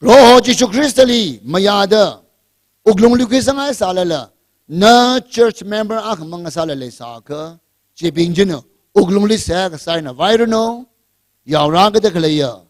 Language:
Tangkhul Naga (India)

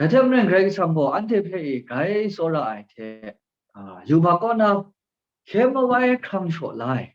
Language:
Kachin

